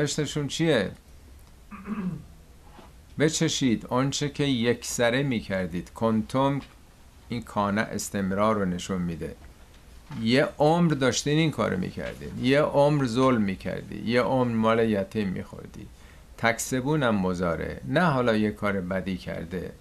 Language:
Persian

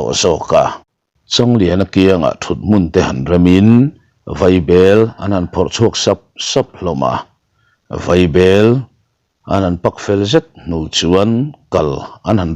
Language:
Mizo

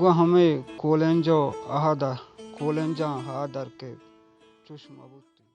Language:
Baluchi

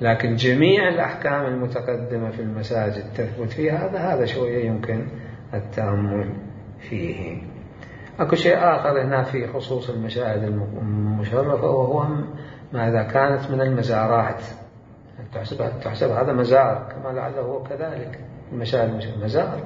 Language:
Mesopotamian Arabic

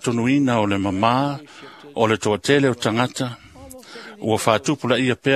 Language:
Samoan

